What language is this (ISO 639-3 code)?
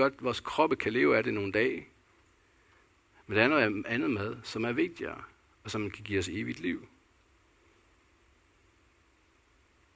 dan